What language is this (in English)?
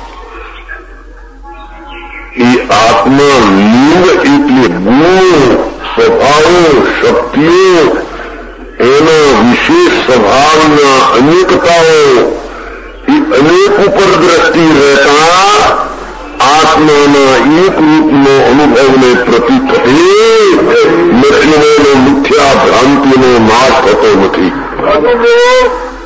Gujarati